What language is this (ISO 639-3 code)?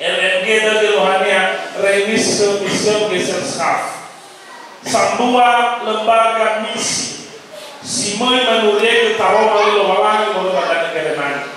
nia